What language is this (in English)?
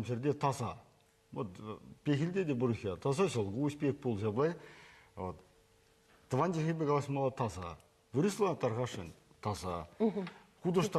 Chuvash